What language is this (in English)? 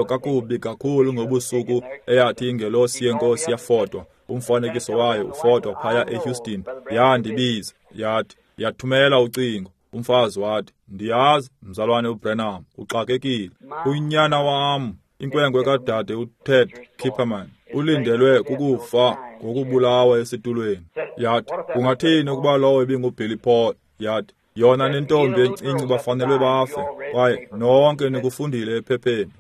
Xhosa